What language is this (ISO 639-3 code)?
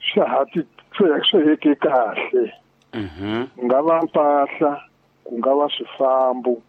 tso